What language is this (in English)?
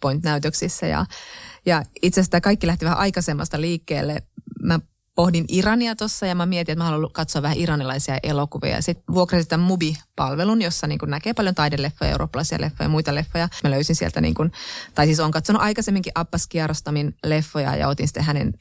Finnish